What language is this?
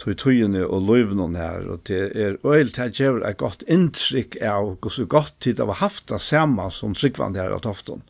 Faroese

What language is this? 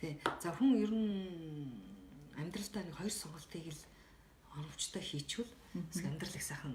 Mongolian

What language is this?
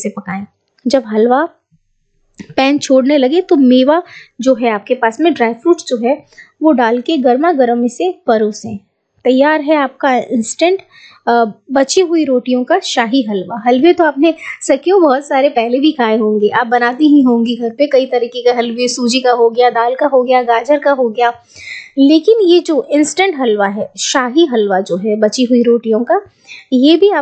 Hindi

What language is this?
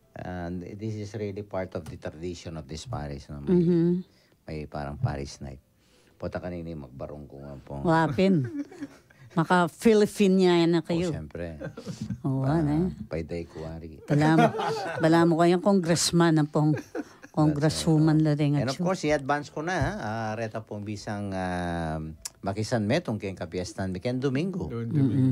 Pampanga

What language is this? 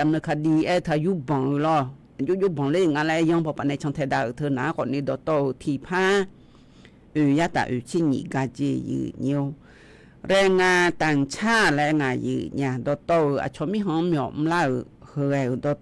Akha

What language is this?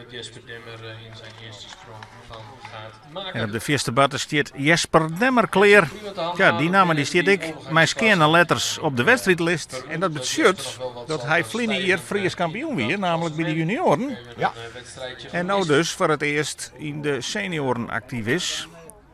Western Frisian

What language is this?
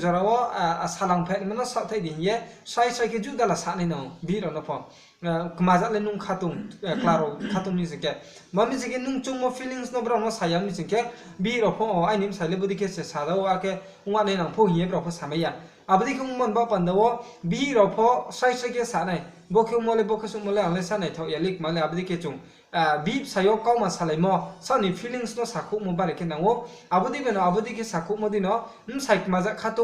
Riang (India)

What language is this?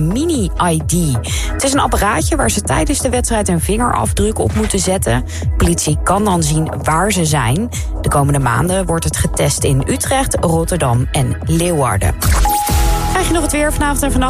Dutch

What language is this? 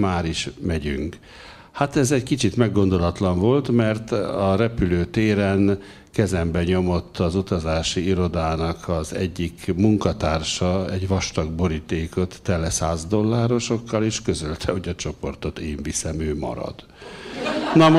Hungarian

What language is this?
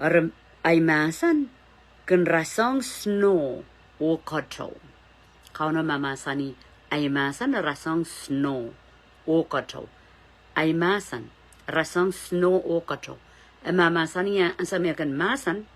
Pohnpeian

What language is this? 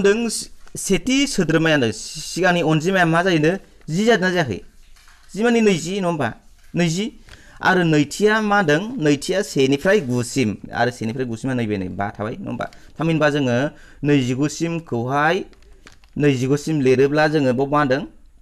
Bodo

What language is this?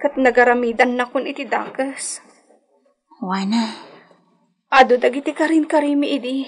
Iloko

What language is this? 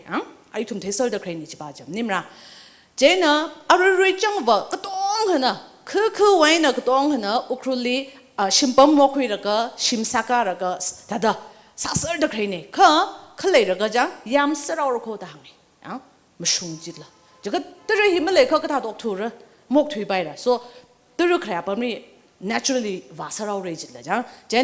Tangkhul Naga (India)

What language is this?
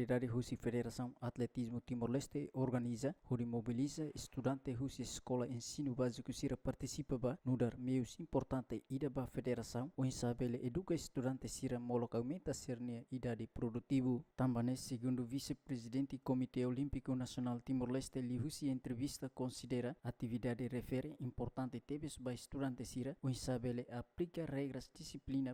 Tetum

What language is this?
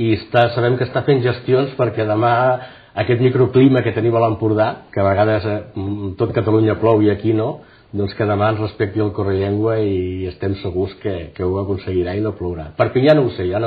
Catalan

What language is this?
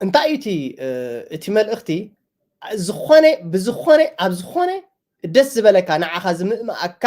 Tigrinya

